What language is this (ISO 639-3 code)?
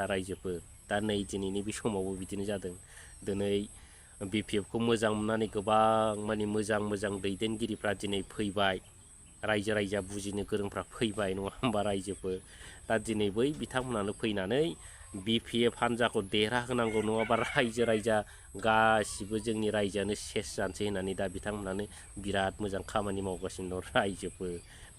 brx